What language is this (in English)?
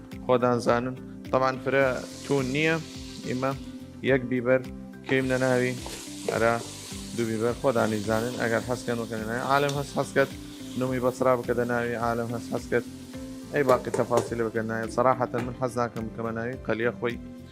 Southern Kurdish